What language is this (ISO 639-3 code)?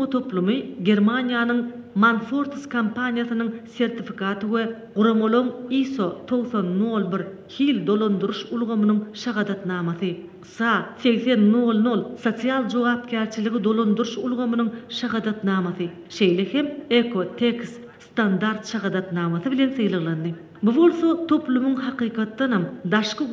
tuk